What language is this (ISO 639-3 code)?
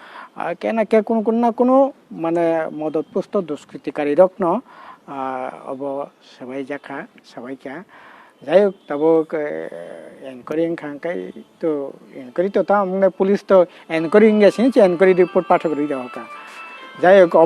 trp